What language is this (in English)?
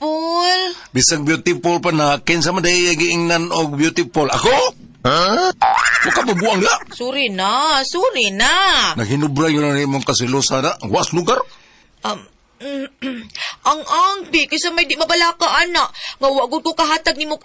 Cebuano